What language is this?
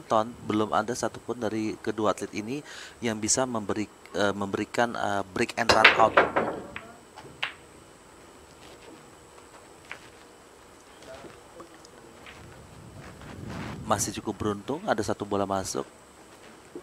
Indonesian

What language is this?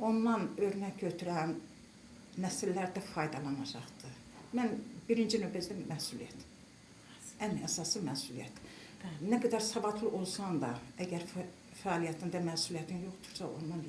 Azerbaijani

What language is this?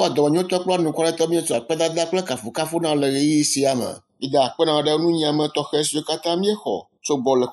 Ewe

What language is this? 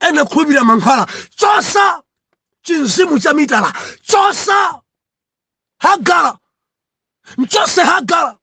Nyanja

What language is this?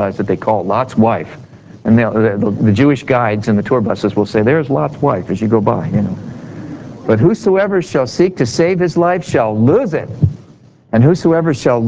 English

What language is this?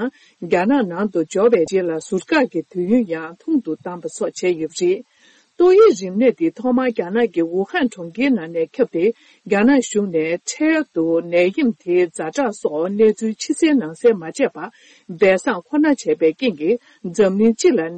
Tibetan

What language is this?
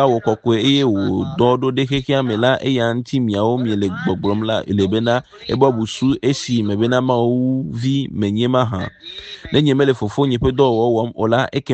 Ewe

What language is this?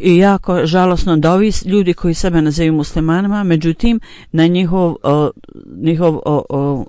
Bosnian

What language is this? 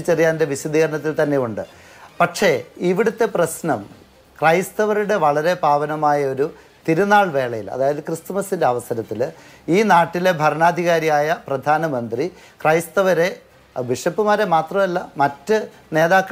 Malayalam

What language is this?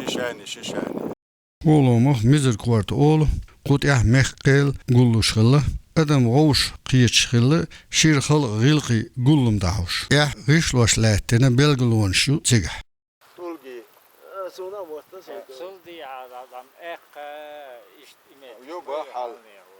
Chechen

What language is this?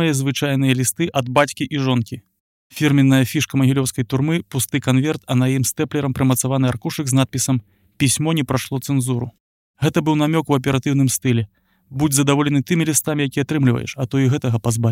Belarusian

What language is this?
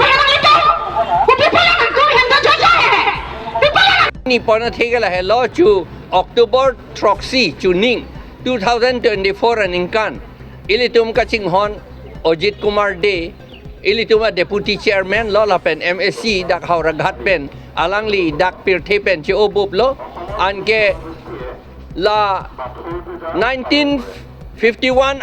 Karbi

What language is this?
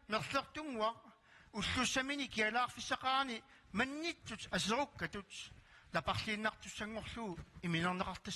Kalaallisut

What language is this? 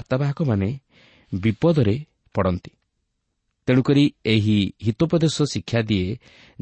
Odia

